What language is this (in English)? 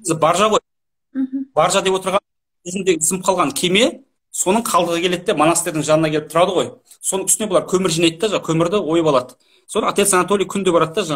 Kazakh